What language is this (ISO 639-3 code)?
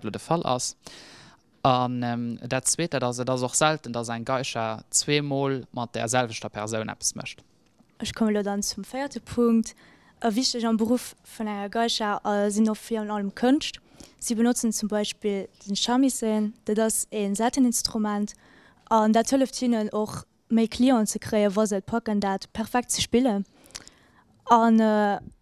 ltz